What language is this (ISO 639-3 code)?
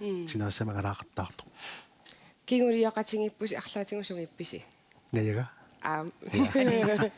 kal